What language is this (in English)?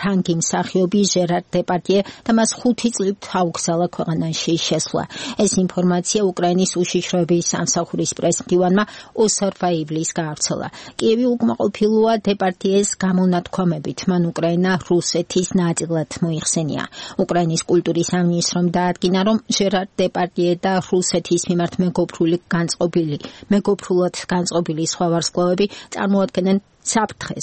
Georgian